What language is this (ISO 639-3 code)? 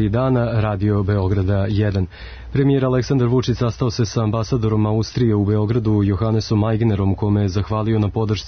srp